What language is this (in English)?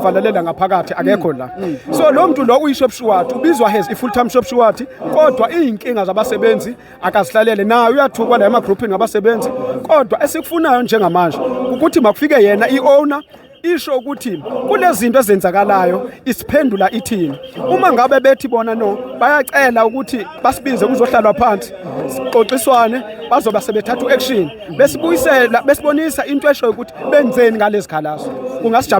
Zulu